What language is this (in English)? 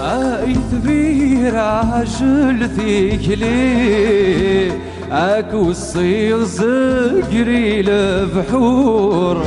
Kabyle